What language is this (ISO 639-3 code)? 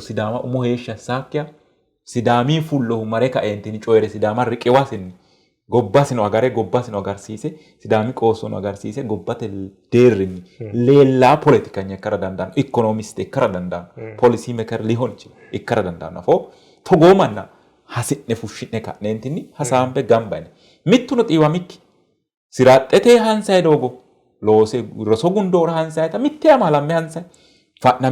sid